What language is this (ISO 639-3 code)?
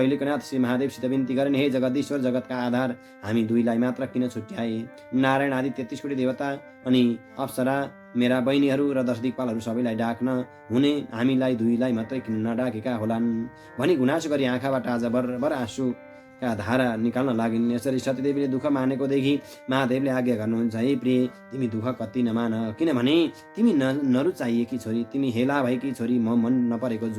nep